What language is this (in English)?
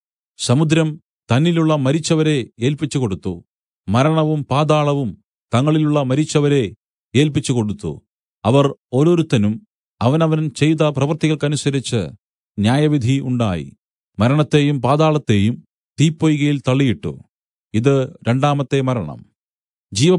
Malayalam